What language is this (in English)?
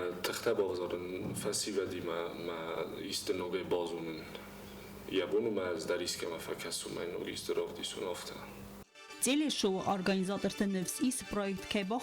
Ossetic